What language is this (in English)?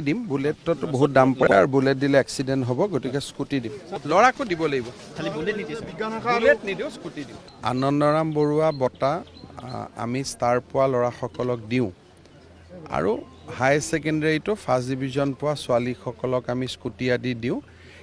Assamese